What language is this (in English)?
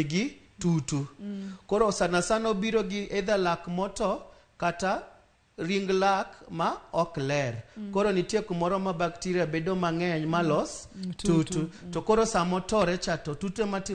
Luo (Kenya and Tanzania)